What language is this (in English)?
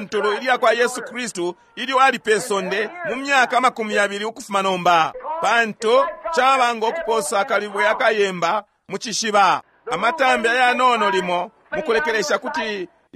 Bemba